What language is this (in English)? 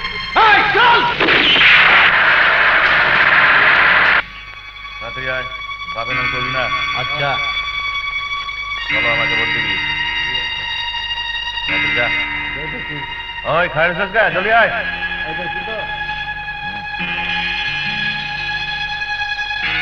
Bangla